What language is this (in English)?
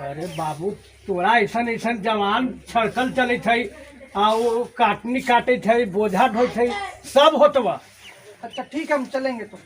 Magahi